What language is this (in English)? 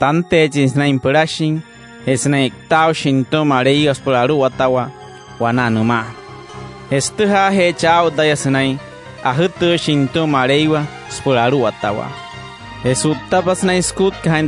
Wayuu